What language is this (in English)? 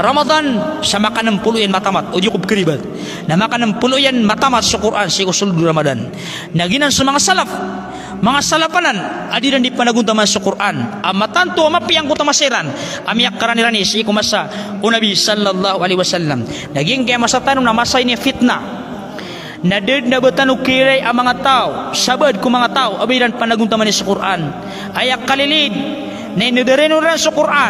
Maranao